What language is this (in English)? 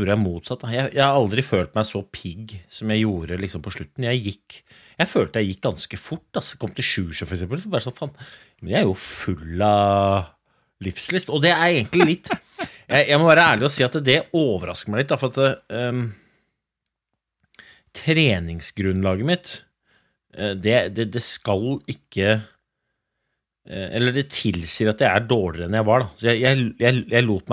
Norwegian